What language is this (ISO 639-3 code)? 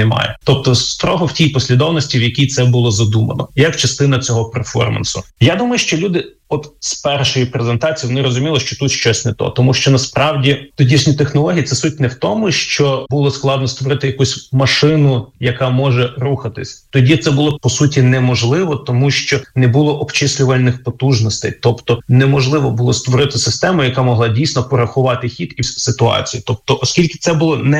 ukr